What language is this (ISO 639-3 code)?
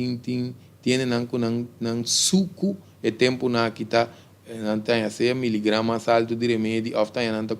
pap